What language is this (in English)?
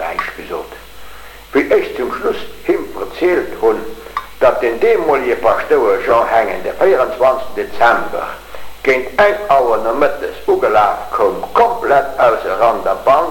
Luxembourgish